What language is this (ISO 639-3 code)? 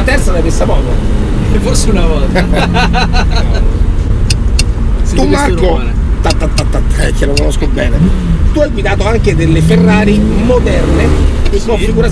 ita